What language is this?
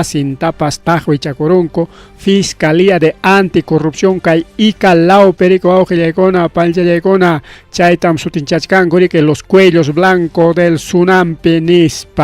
Ayacucho Quechua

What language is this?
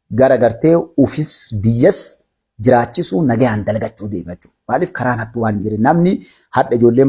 Oromo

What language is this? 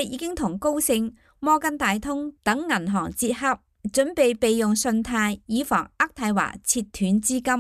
Cantonese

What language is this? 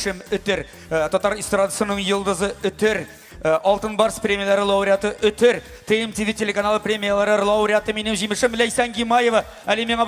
Tatar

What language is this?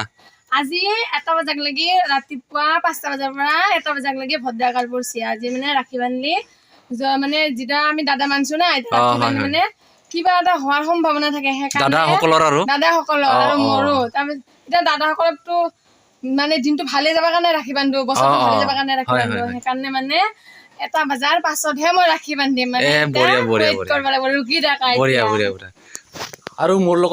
Assamese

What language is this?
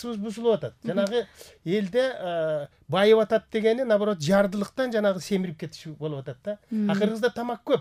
Kyrgyz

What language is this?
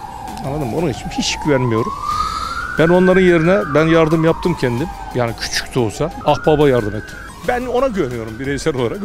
Turkish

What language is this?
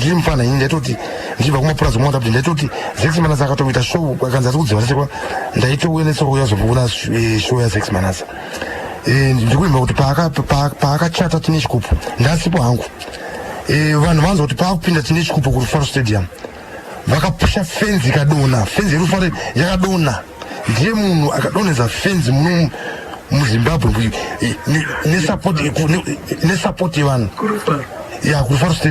Shona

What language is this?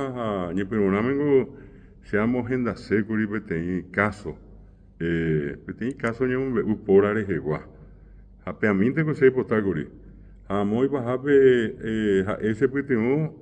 Guarani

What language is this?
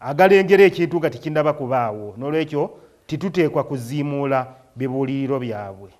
Ganda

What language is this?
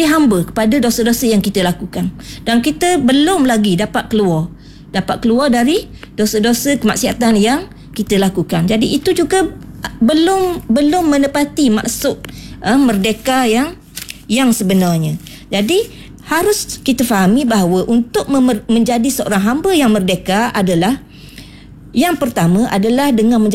Malay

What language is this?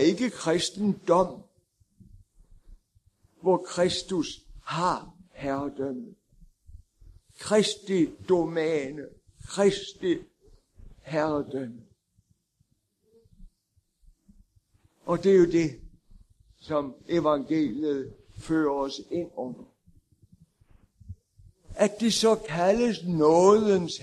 Danish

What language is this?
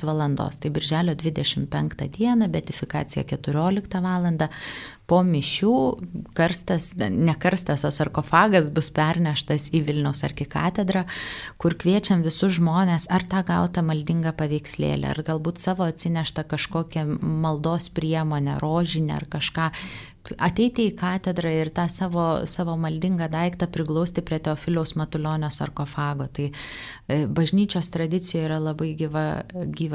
Lithuanian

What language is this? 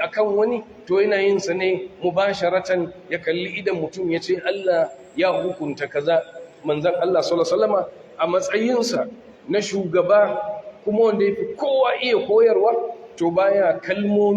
Hausa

